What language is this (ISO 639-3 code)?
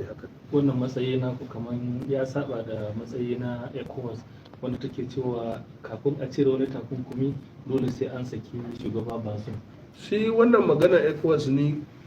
hau